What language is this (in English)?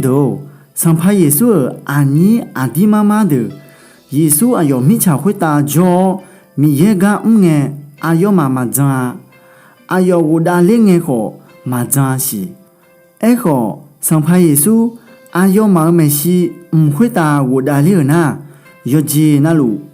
Akha